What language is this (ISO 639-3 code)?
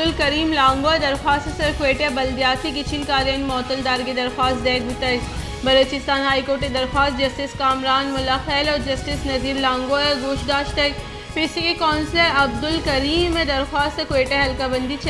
bal